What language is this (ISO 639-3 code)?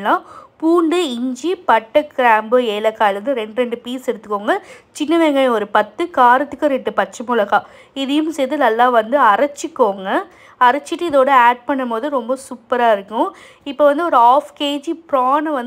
tam